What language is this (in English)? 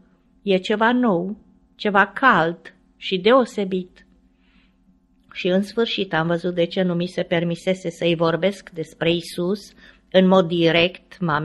Romanian